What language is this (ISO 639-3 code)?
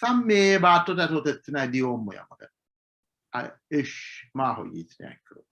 sid